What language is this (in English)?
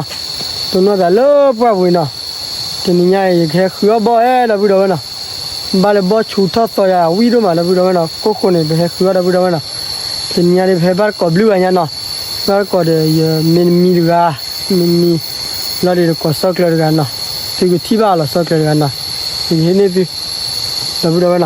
S'gaw Karen